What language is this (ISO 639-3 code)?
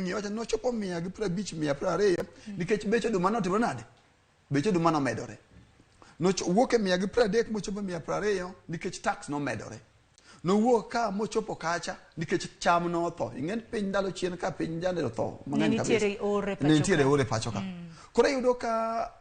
luo